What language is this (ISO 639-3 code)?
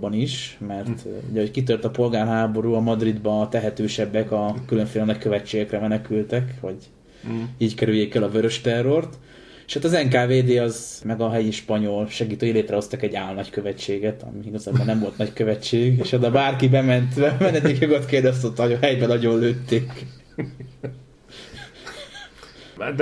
hun